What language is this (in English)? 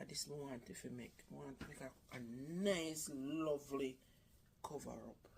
Jamaican Creole English